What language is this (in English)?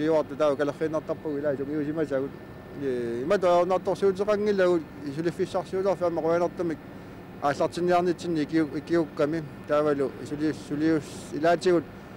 Kalaallisut